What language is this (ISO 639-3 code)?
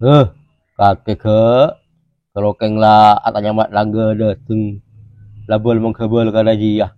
mad